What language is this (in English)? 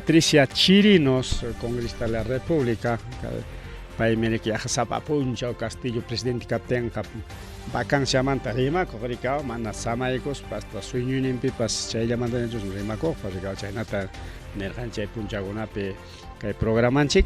Ayacucho Quechua